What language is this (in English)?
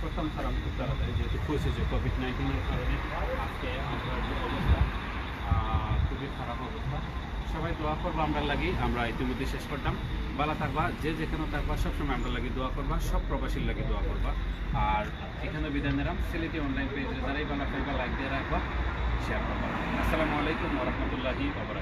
Sylheti